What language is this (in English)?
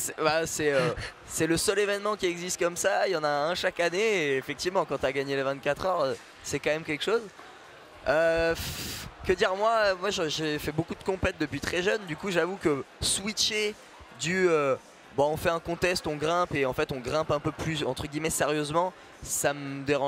French